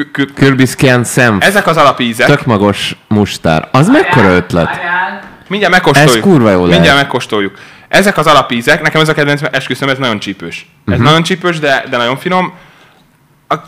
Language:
Hungarian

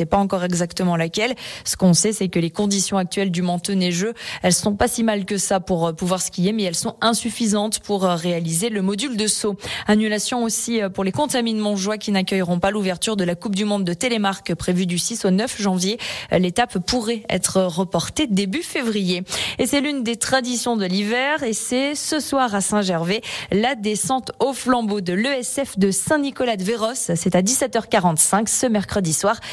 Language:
French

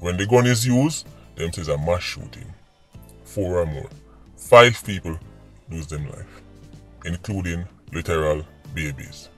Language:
Jamaican Creole English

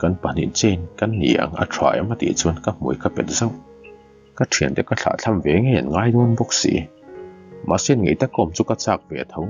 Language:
Mizo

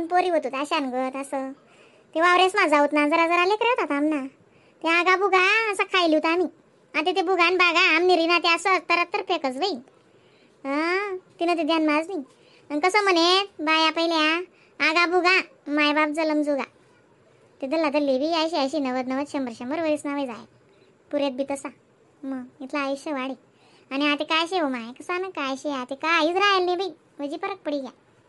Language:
Khandesi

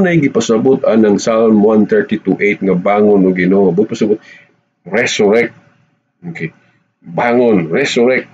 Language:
Cebuano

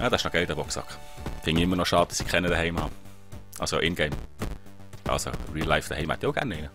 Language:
Swiss German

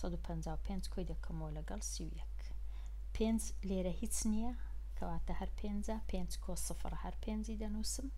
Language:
Central Kurdish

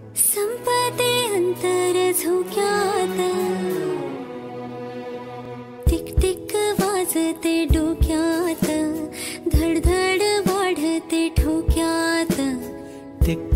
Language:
Marathi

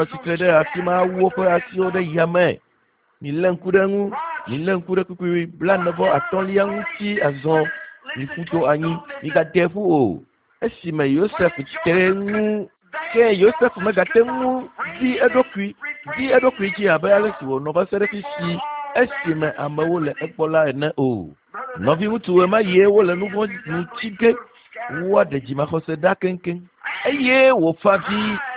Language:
Ewe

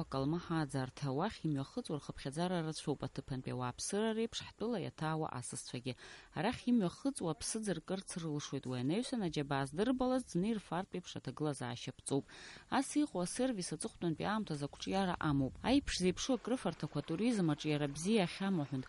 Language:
Abkhazian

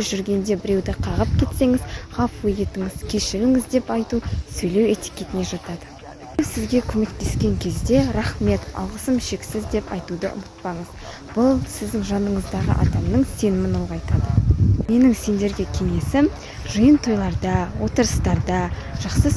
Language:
Kazakh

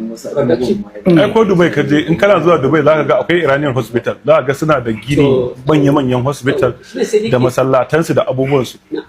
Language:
Hausa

